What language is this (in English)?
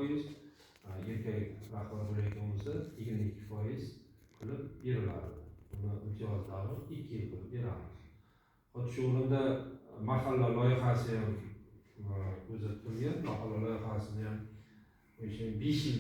Uzbek